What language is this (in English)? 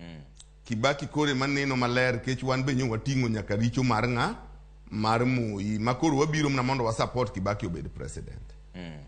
Luo (Kenya and Tanzania)